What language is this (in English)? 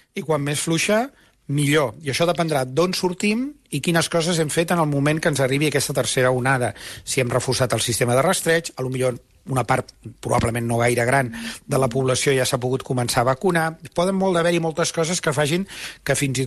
Catalan